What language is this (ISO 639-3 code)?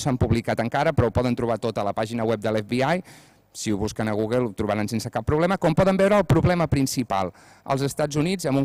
cat